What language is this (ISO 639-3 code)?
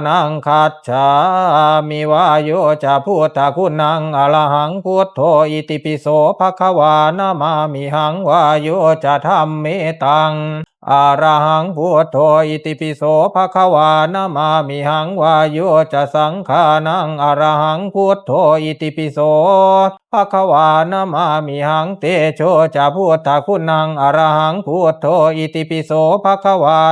pli